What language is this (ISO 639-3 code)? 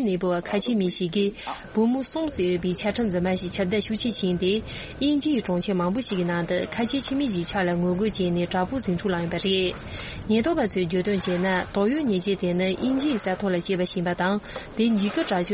bod